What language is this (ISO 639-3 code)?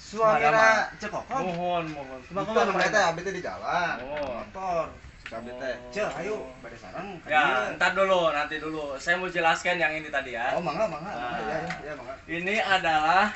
sun